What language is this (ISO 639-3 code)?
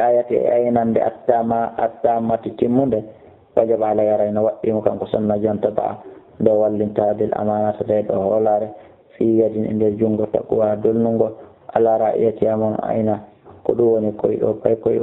ful